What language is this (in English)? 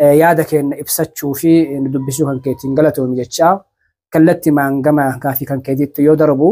Oromo